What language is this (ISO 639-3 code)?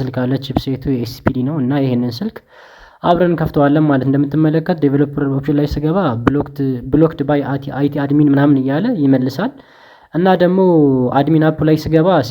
amh